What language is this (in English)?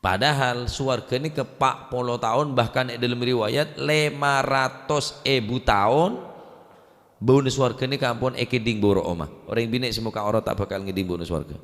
Madurese